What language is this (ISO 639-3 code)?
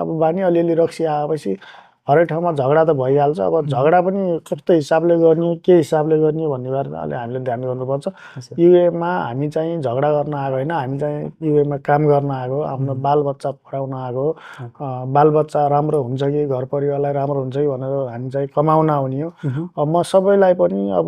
nep